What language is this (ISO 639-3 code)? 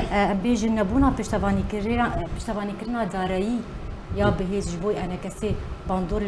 kur